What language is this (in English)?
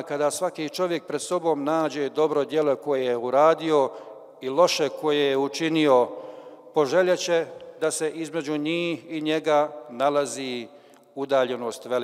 Bosnian